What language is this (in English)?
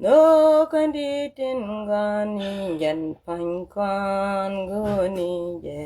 Nuer